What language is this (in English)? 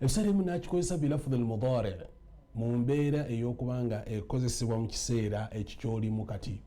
Ganda